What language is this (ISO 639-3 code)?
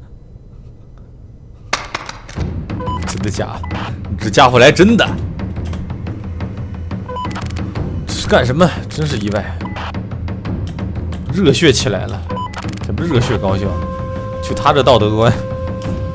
zho